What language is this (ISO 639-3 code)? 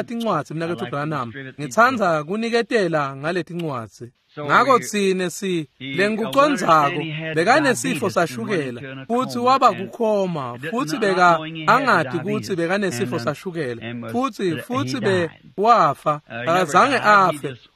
ssw